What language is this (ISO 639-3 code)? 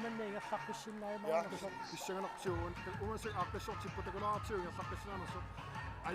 kal